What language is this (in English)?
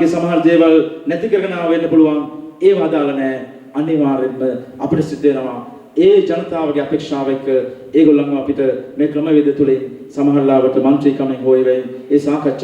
Sinhala